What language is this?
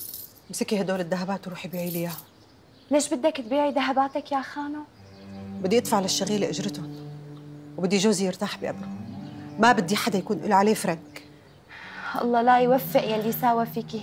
North Levantine Arabic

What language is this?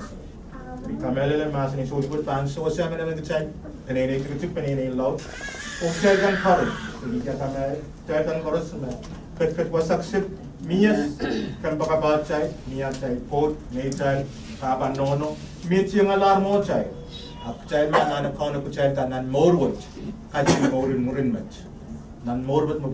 Pohnpeian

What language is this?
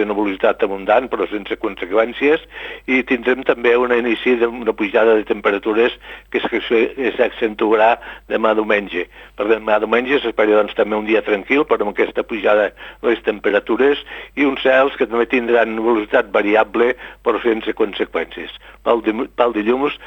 Catalan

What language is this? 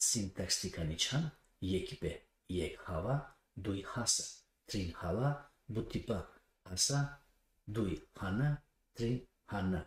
Balkan Romani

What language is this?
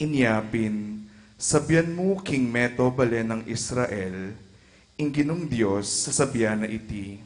Pampanga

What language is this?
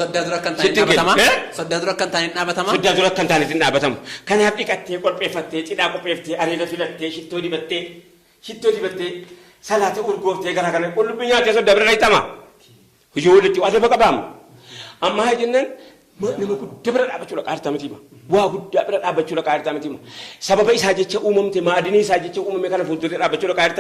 Oromo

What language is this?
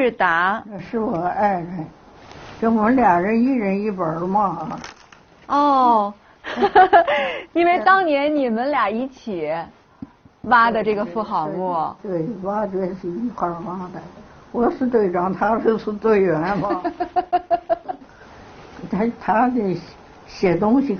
Chinese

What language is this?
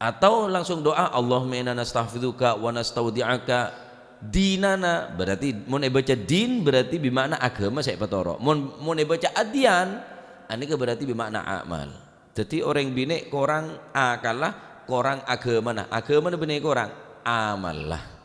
Madurese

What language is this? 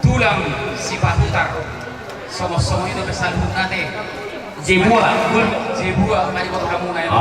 Batak Toba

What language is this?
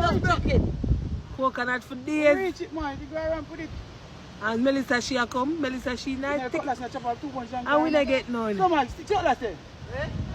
Jamaican Creole English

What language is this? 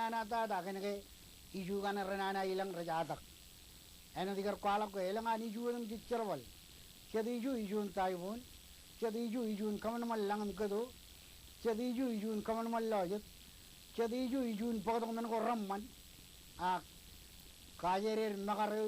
Marshallese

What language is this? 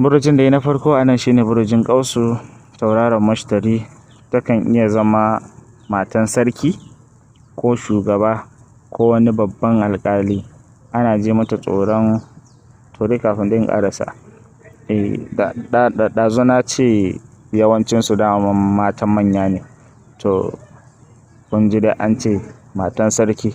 Hausa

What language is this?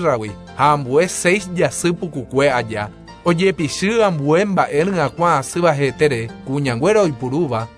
Guarani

